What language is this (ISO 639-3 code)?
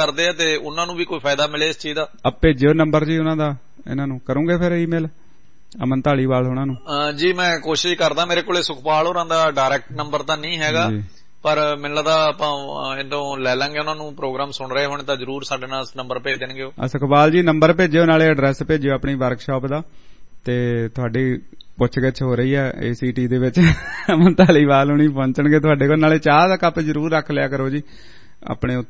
pan